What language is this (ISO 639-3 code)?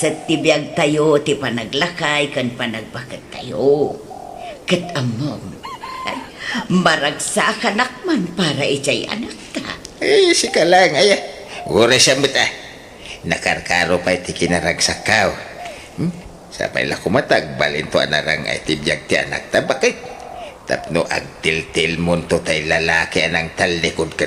ilo